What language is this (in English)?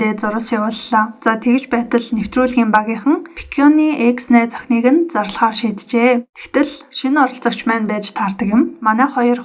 Mongolian